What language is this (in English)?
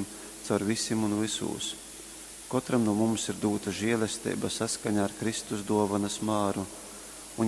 Latgalian